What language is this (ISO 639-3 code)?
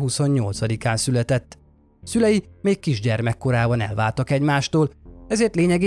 hun